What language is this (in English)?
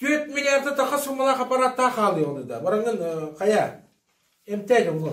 Yakut